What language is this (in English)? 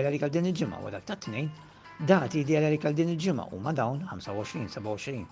Maltese